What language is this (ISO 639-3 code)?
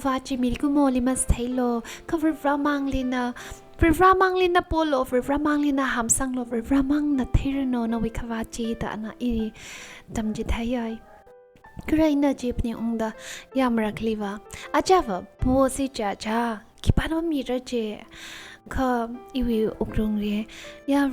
nmf